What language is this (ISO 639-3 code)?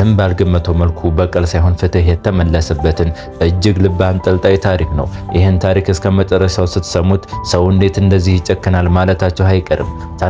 amh